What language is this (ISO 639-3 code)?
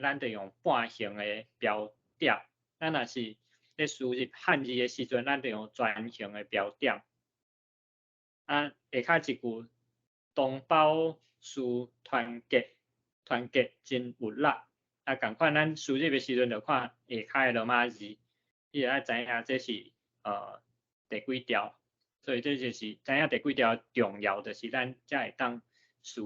nan